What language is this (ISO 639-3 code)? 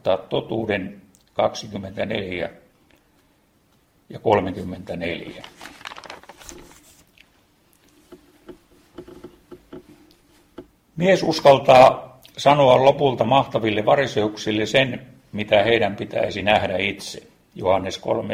fin